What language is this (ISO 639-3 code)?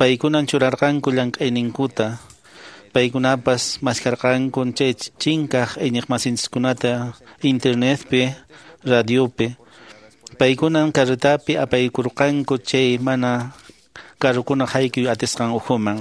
que